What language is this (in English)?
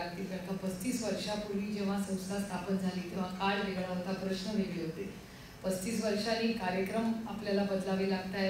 Marathi